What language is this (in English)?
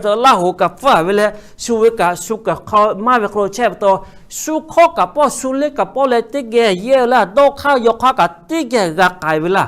Lahu